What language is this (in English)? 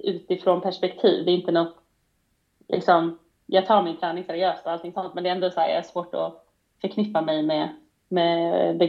Swedish